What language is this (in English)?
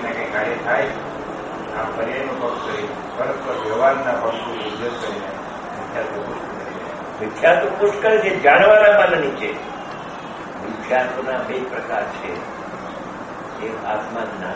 Gujarati